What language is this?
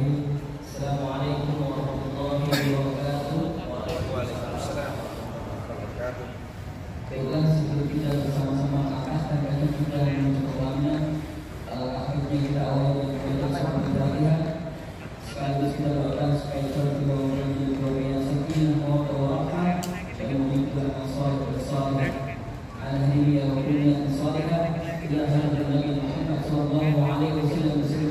Betawi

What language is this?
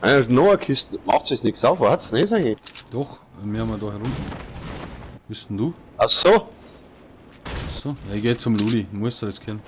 Bavarian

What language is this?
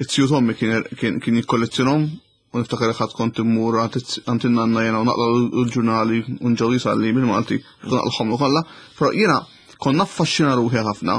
Maltese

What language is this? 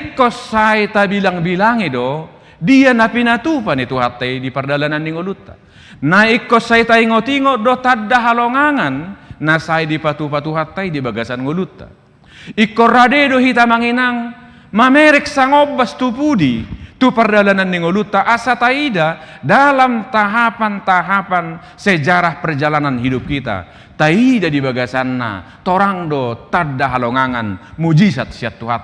Batak Toba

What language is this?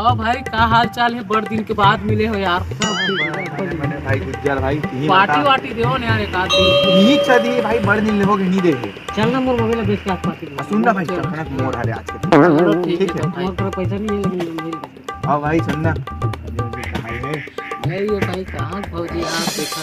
Chhattisgarhi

